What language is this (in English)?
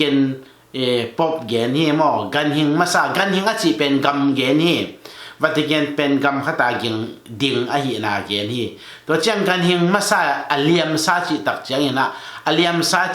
Tedim Chin